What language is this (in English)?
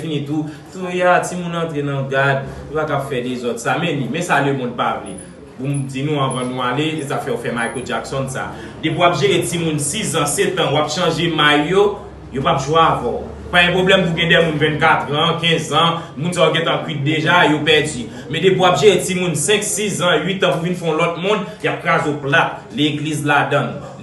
Haitian Creole